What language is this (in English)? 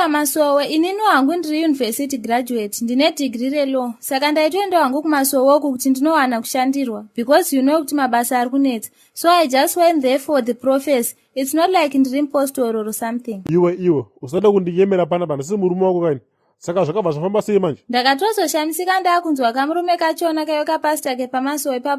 Shona